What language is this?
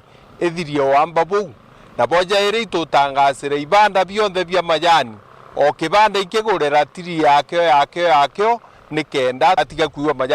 Meru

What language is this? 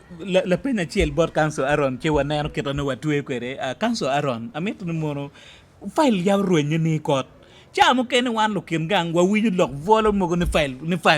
Acoli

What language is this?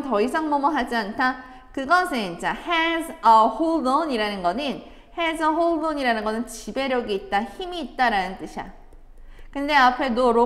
Korean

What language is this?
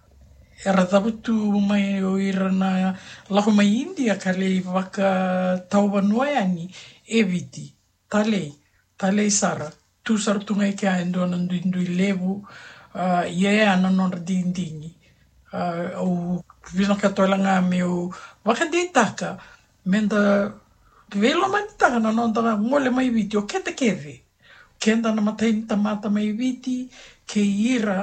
Fijian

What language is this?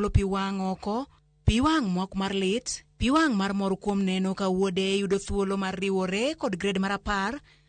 Luo (Kenya and Tanzania)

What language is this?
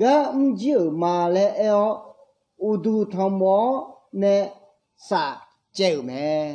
Akha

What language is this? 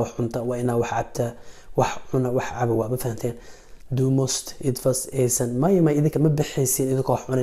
Somali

